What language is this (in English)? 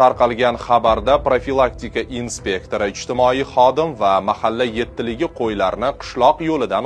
Uzbek